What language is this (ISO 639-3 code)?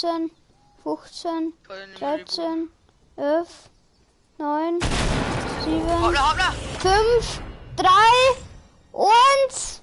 bar